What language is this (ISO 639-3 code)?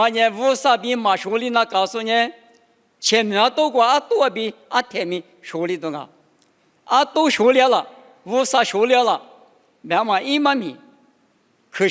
lis